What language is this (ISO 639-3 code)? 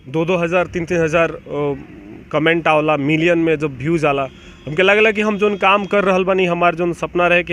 bho